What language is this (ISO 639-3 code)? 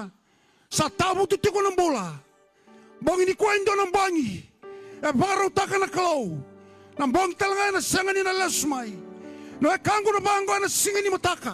fij